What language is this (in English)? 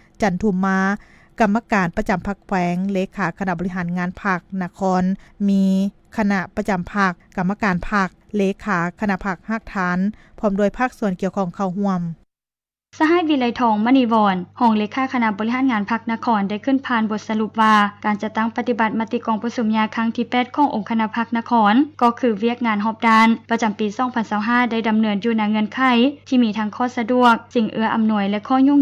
Lao